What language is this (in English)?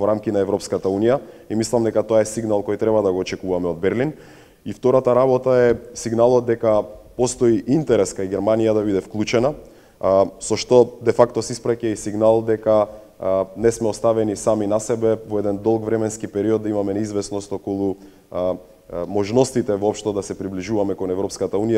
Macedonian